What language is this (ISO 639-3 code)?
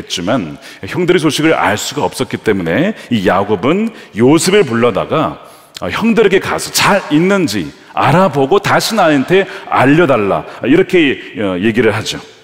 kor